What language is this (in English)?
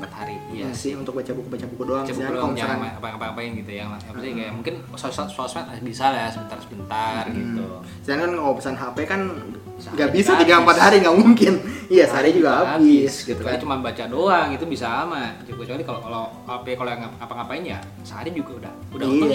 Indonesian